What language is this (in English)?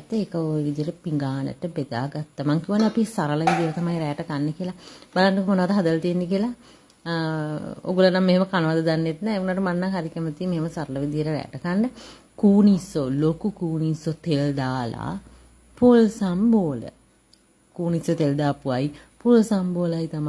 Sinhala